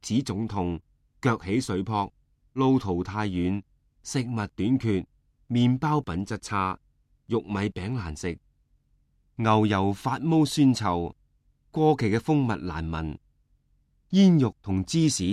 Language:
Cantonese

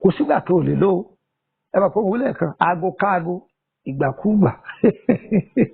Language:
Yoruba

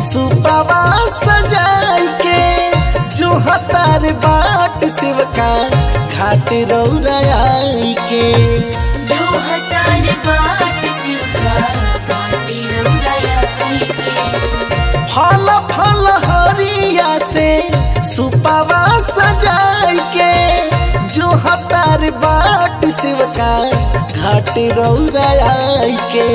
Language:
Bhojpuri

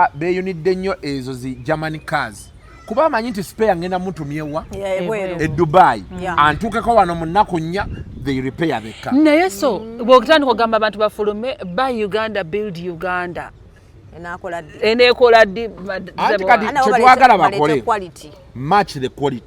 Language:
Ganda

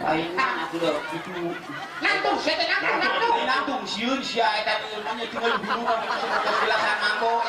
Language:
Sundanese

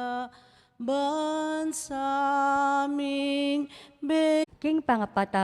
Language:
Pampanga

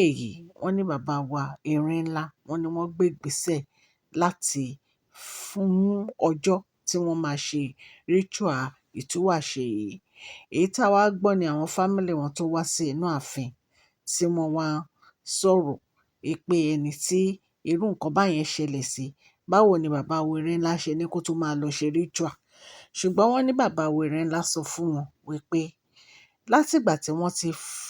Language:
Yoruba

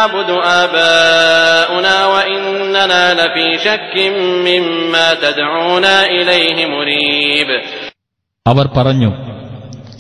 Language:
Malayalam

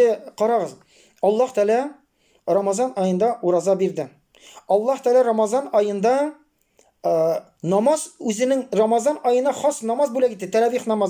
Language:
Tatar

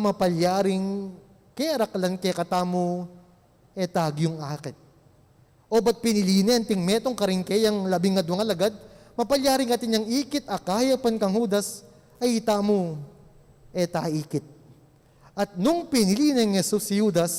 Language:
Pampanga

